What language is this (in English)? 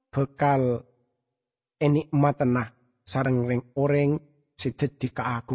Madurese